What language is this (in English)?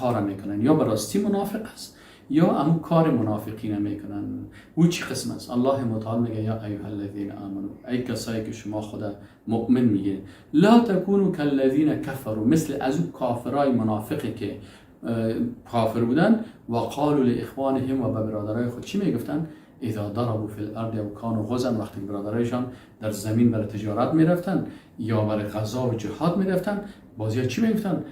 Persian